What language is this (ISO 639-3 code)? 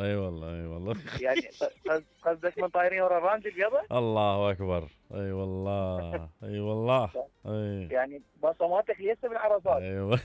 acm